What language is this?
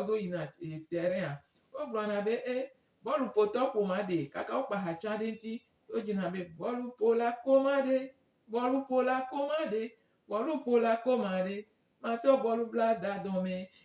Gen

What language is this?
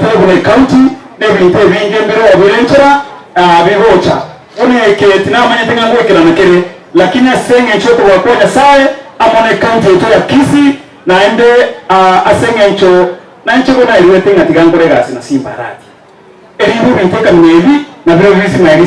Gusii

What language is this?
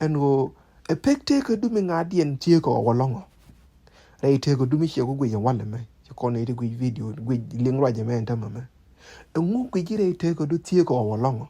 Nuer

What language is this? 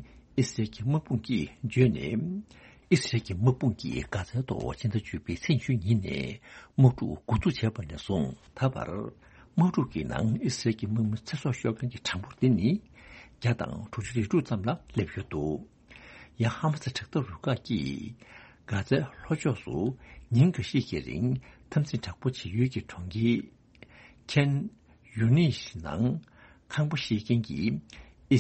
Tibetan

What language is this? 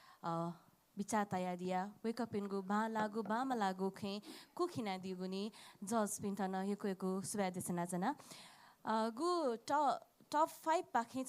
Newari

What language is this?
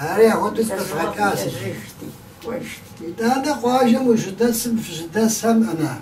Kabardian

